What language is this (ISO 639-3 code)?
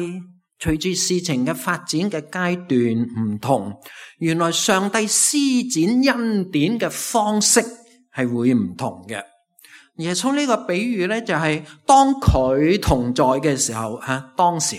yue